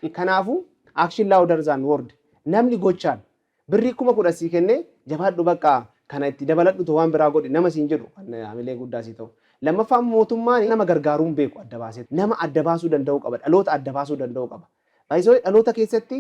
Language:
Oromo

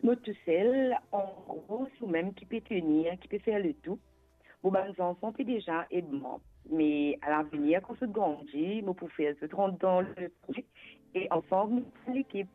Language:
Morisyen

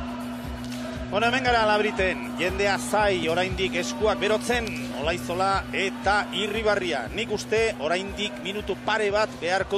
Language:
Basque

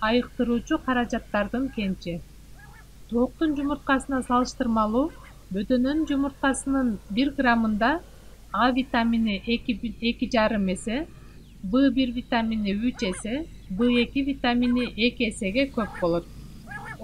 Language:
Kyrgyz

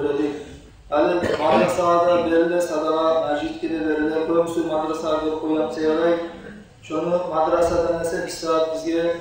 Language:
Kumyk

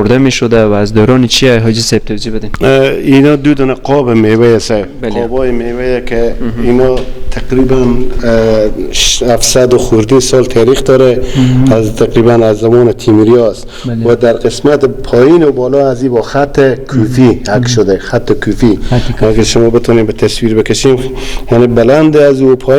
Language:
Persian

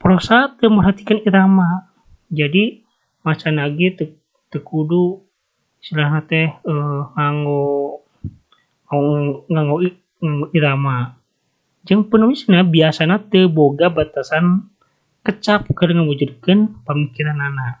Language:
Sundanese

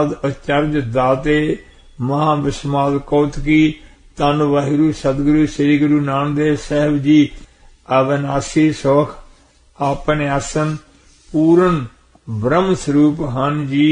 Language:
Punjabi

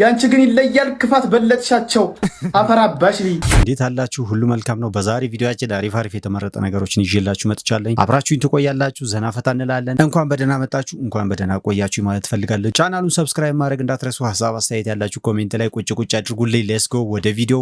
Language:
Amharic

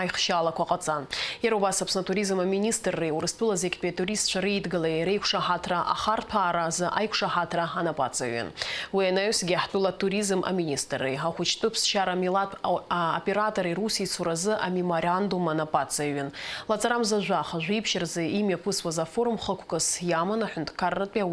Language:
Abkhazian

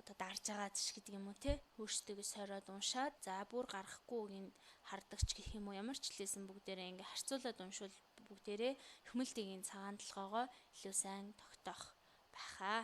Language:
Mongolian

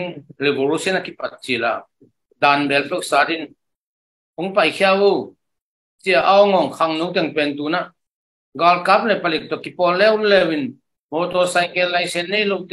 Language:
Tedim Chin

